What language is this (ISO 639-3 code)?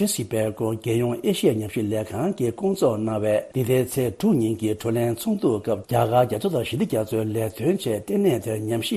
bod